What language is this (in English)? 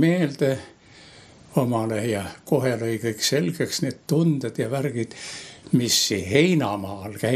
Estonian